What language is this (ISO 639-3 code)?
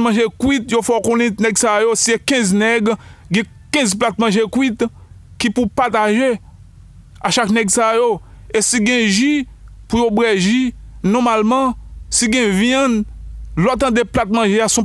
hat